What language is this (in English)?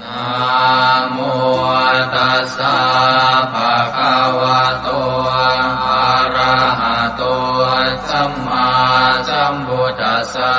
Pali